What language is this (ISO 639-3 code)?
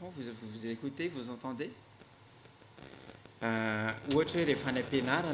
mlg